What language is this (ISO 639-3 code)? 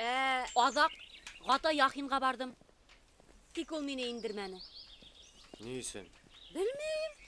bak